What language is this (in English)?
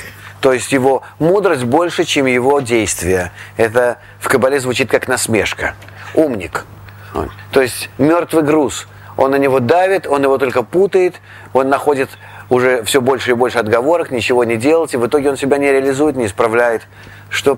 Russian